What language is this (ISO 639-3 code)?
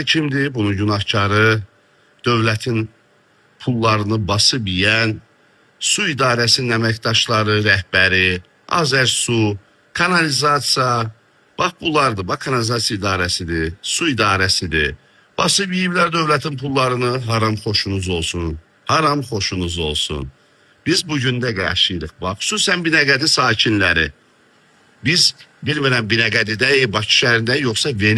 aze